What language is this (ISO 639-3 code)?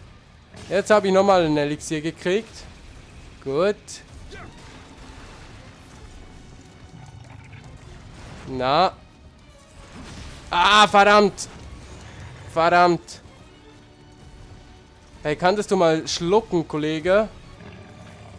deu